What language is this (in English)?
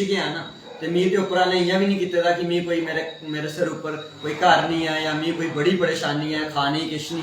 Dogri